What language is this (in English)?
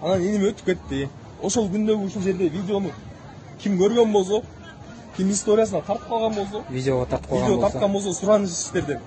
Kyrgyz